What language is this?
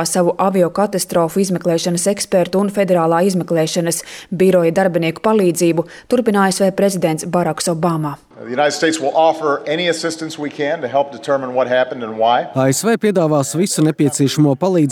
Latvian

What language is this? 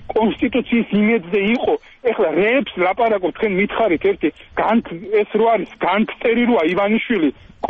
Georgian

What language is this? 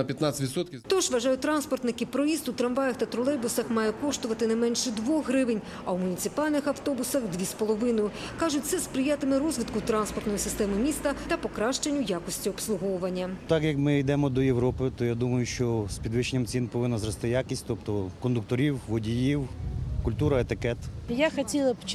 Ukrainian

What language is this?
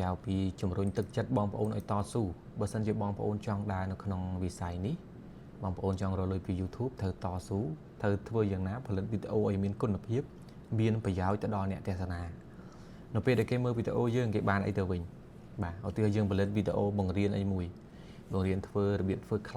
Khmer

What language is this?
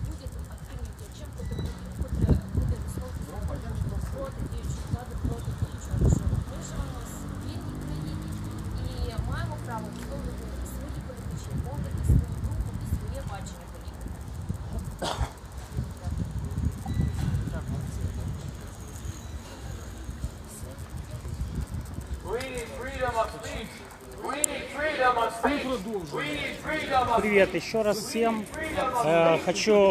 Ukrainian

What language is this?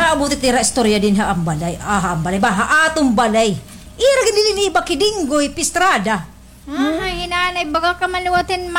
Waray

